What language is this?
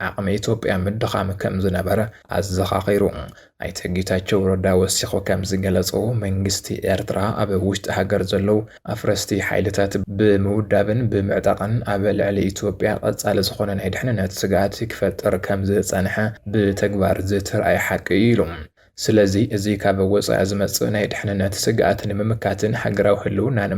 Tigrinya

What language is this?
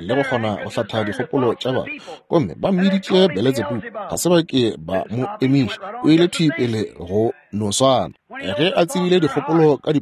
Northern Sotho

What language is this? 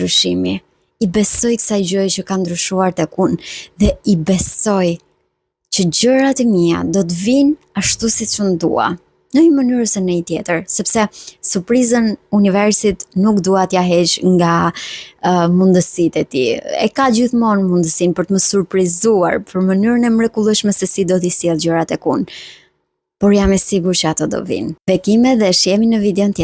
Albanian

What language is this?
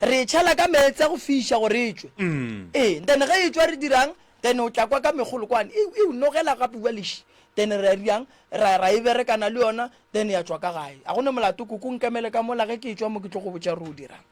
Northern Sotho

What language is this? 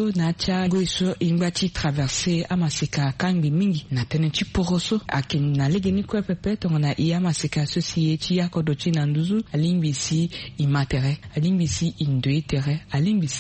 Sango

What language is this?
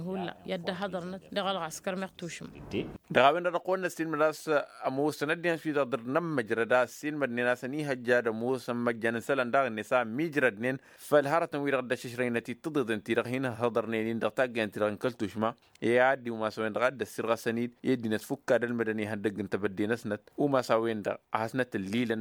Tamasheq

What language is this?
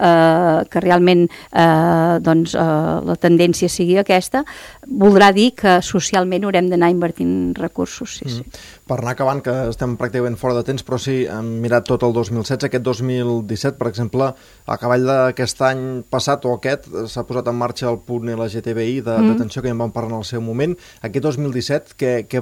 Catalan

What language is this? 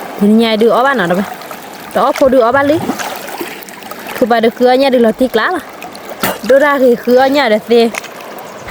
S'gaw Karen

